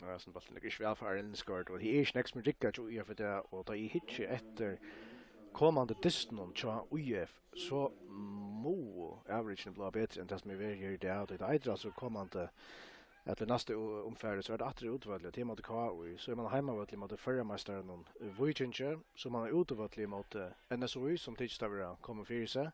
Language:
Faroese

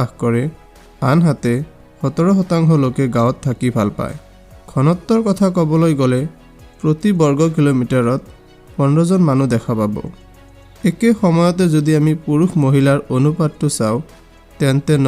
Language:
Assamese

